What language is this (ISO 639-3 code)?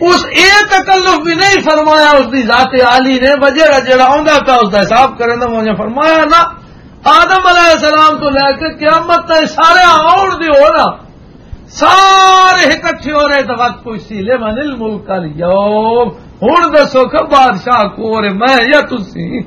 lah